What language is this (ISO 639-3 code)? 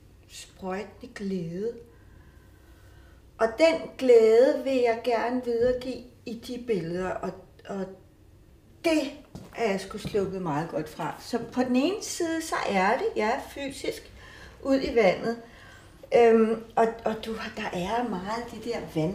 dan